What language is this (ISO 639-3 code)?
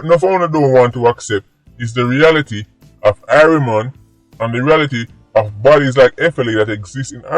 jam